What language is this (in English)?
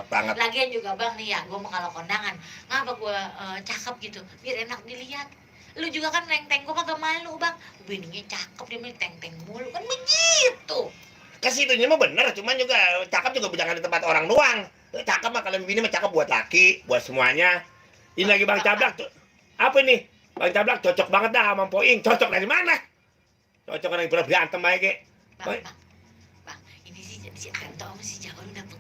Betawi